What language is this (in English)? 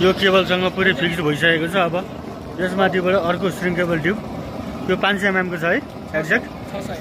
Nepali